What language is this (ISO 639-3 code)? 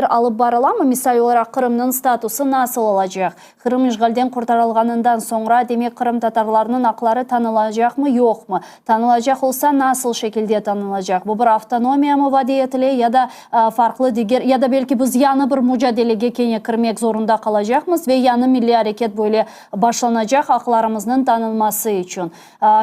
crh